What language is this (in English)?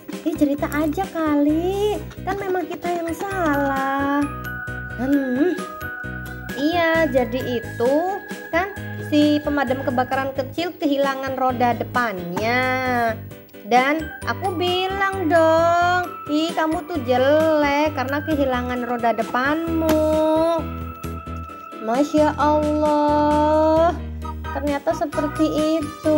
Indonesian